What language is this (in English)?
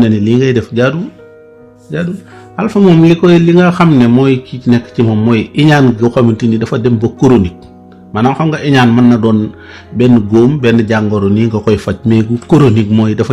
Wolof